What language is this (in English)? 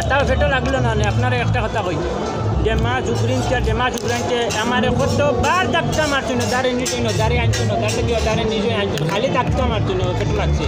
Sylheti